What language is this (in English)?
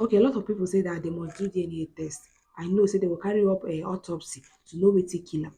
Nigerian Pidgin